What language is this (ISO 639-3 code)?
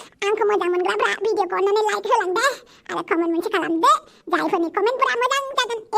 brx